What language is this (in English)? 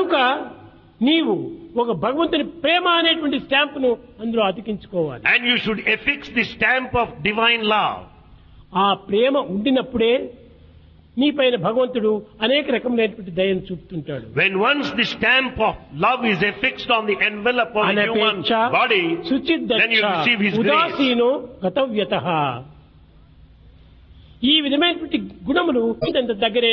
Telugu